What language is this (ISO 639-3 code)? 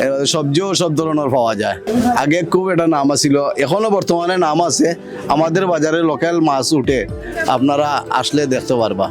syl